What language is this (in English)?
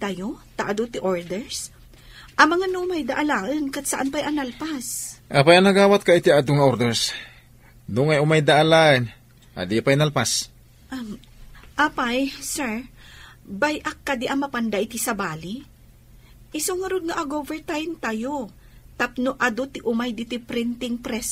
Iloko